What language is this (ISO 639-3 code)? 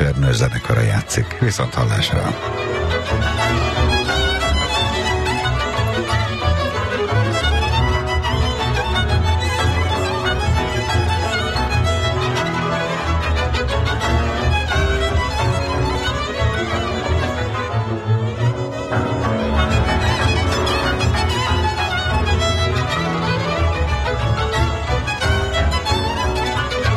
hun